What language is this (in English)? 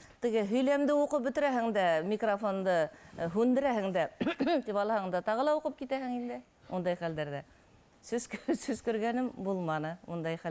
Bashkir